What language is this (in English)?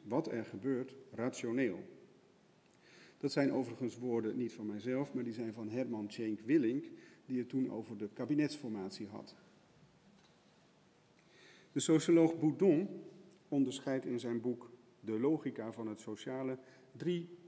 Dutch